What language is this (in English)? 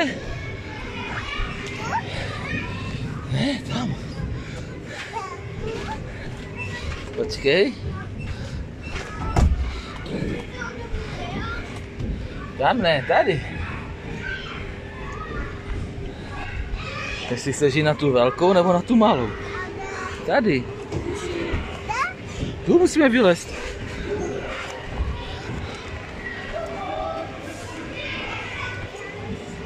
Czech